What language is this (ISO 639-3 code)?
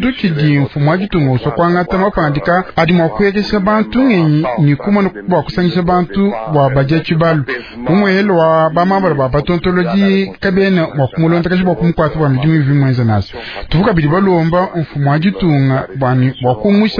lua